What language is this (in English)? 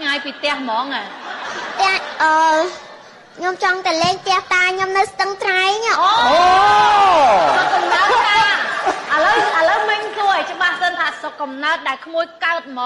Khmer